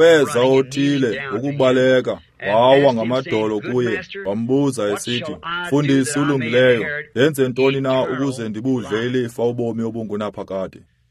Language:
Xhosa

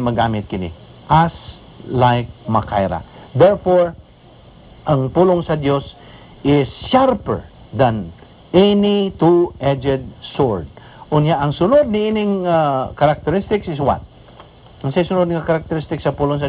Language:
Cebuano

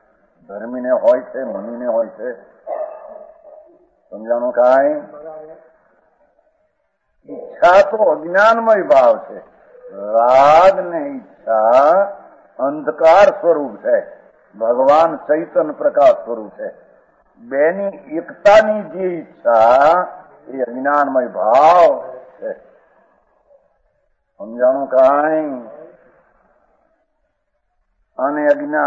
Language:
Gujarati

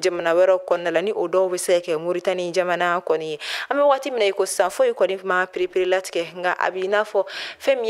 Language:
Bambara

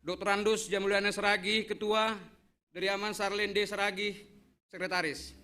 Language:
Batak Simalungun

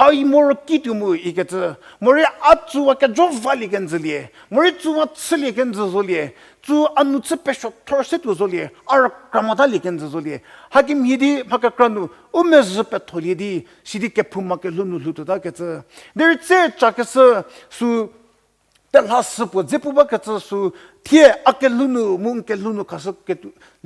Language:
Angami Naga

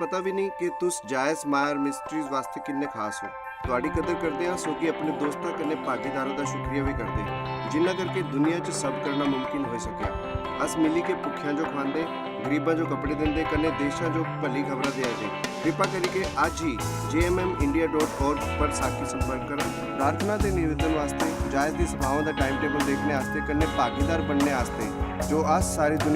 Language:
Dogri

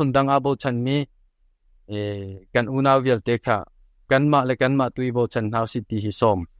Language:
Hakha Chin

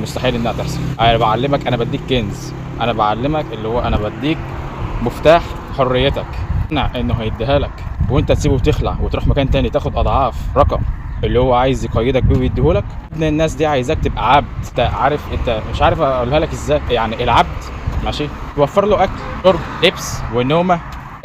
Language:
Egyptian Arabic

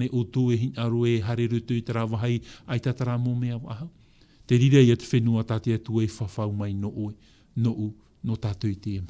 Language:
Tahitian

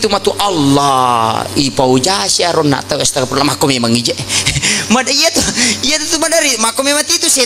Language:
Buginese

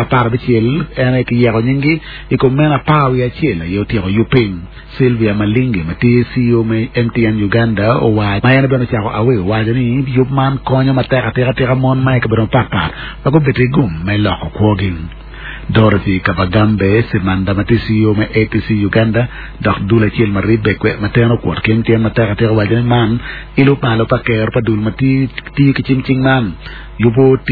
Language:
Acoli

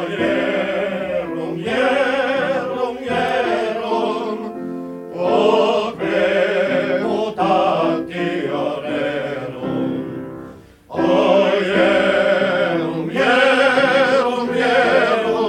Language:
Finnish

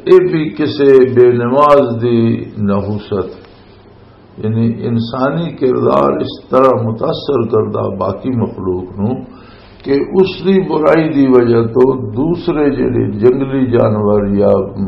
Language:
Western Panjabi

